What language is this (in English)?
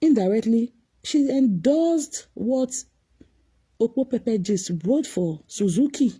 Nigerian Pidgin